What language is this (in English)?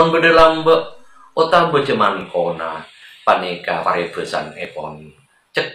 Madurese